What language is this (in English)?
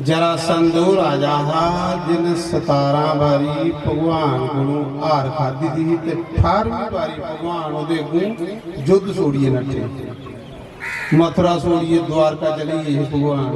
Dogri